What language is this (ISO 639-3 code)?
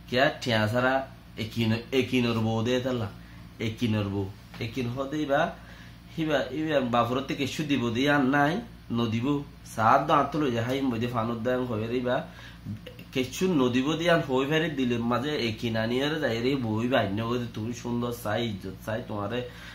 rhg